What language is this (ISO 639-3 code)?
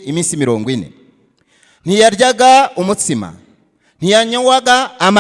kin